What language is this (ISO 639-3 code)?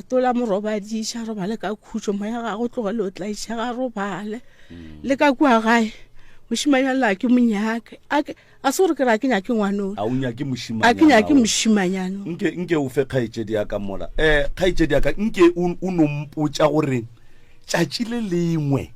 nso